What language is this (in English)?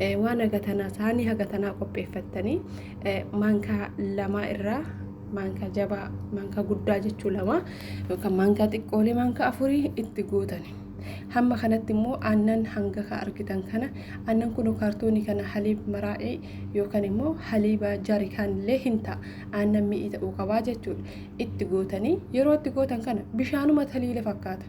Oromo